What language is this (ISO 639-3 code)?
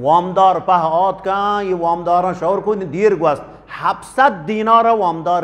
bgp